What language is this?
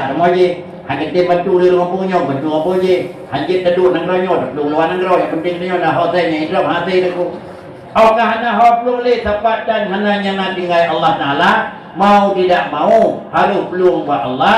Achinese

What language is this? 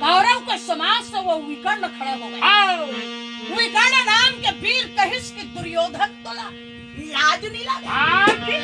Chhattisgarhi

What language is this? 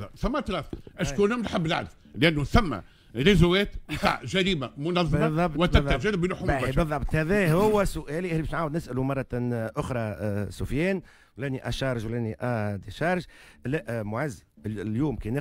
Tunisian Arabic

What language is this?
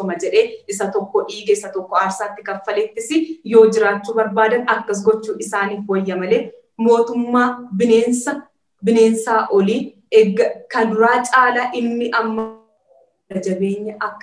Oromo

